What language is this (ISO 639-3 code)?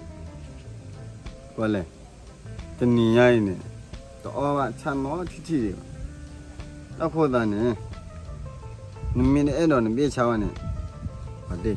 ksw